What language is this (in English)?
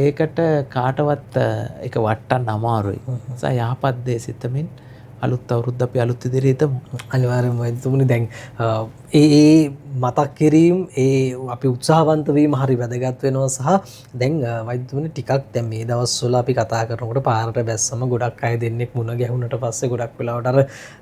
Sinhala